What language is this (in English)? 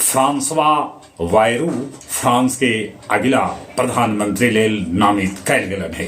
Magahi